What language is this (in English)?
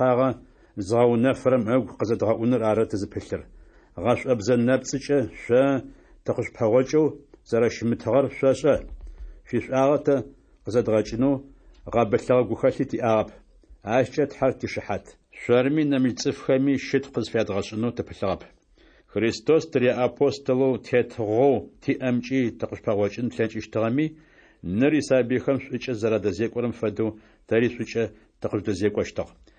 Adyghe